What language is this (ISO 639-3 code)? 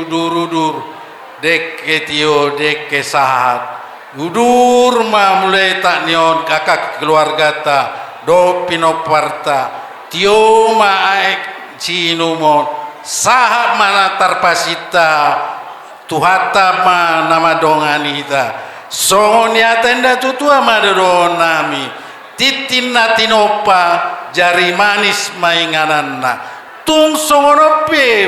bbc